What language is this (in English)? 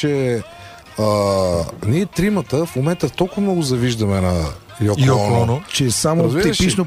Bulgarian